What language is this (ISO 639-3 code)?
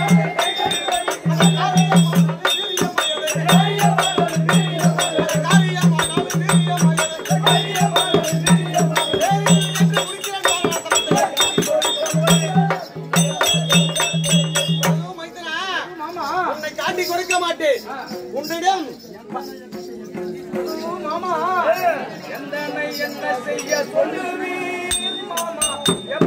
tam